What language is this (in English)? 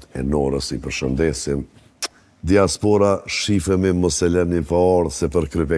Albanian